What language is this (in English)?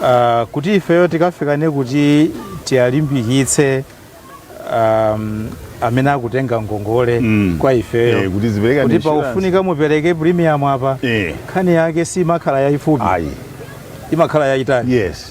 Nyanja